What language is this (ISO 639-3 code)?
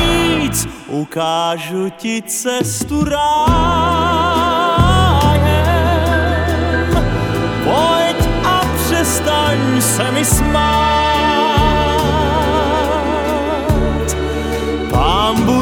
ces